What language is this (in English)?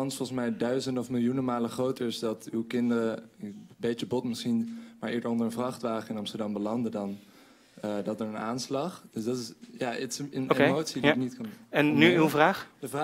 Dutch